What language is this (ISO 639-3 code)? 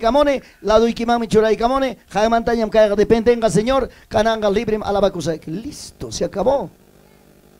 quy